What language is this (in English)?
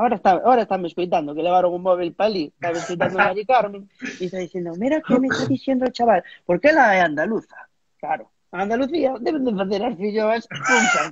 Galician